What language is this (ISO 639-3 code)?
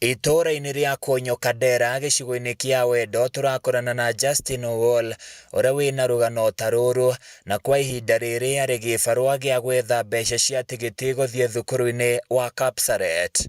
kik